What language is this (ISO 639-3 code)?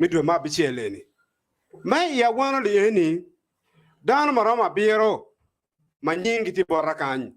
ach